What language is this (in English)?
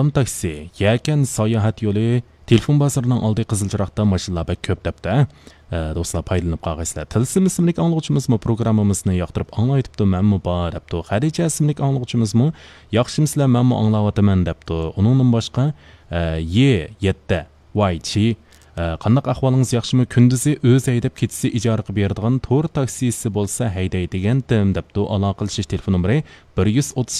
Uyghur